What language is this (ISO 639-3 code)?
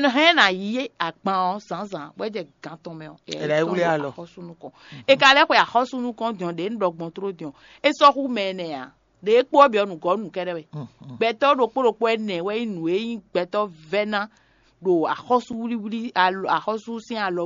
fon